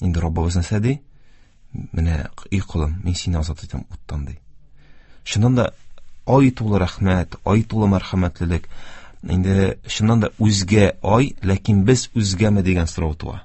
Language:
Tatar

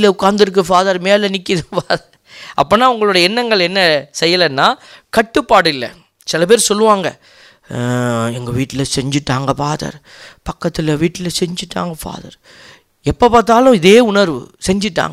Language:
Tamil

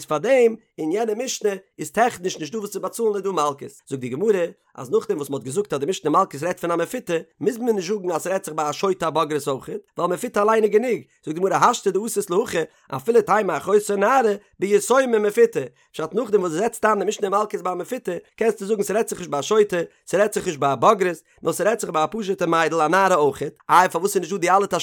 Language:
Yiddish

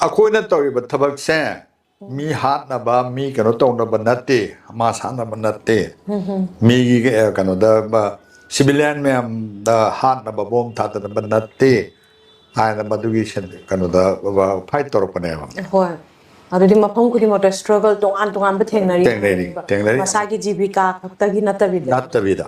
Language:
Manipuri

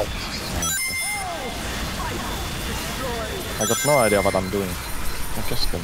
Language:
Finnish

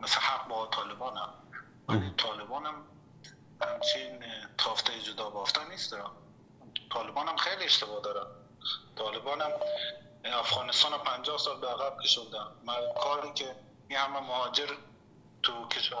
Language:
Persian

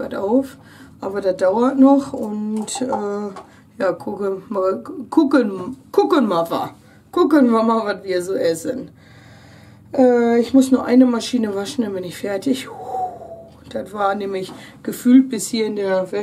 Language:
German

